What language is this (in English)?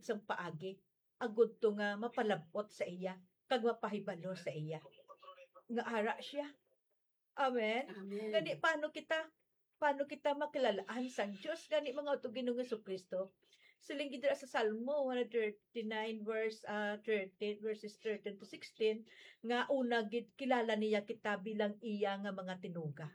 Hiligaynon